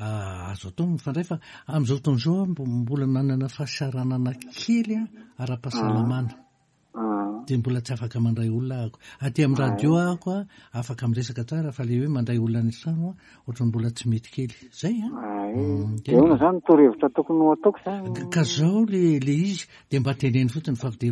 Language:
Malagasy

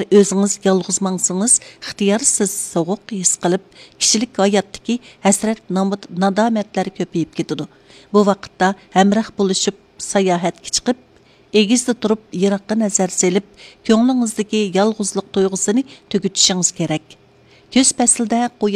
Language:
Uyghur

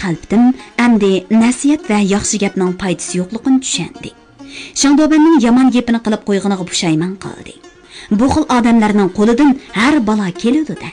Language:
Uyghur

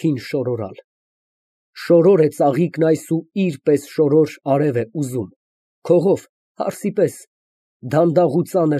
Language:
Armenian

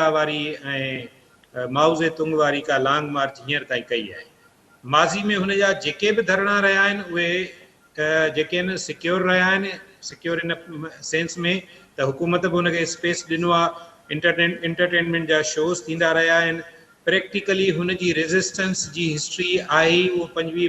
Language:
Sindhi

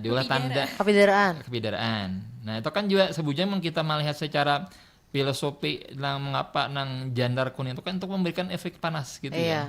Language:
Banjar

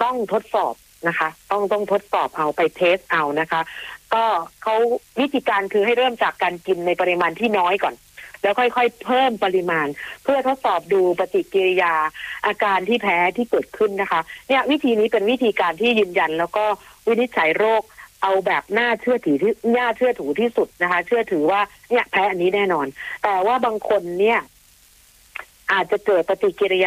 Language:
Thai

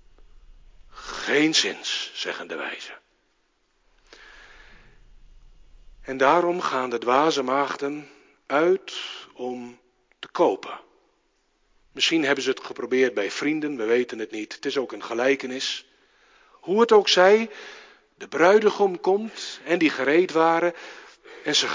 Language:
Dutch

